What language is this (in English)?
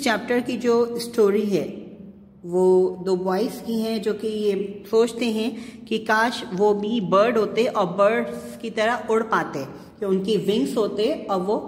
Hindi